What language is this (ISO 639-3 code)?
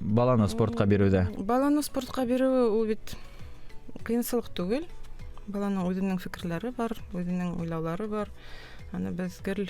bak